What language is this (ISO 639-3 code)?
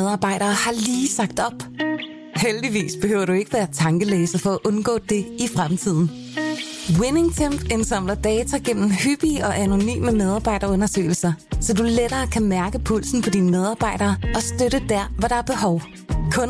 dan